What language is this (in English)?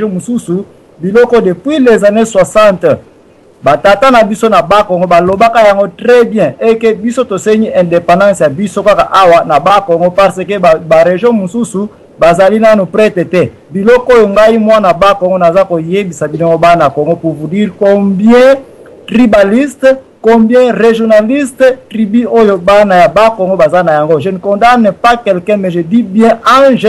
Lingala